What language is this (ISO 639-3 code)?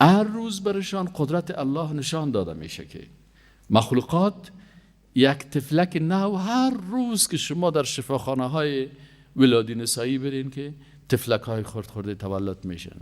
fas